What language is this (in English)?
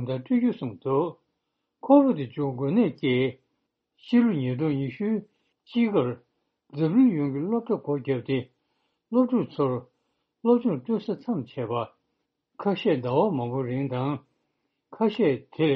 Tibetan